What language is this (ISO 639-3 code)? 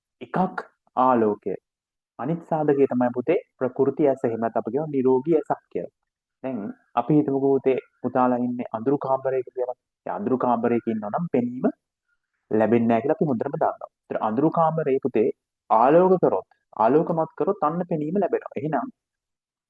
sin